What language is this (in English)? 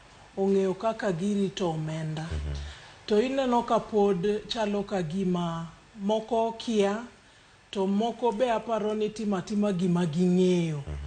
Luo (Kenya and Tanzania)